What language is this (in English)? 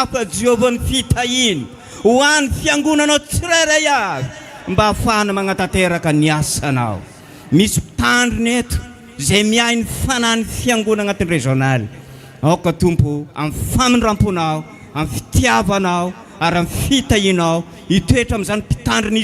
Malagasy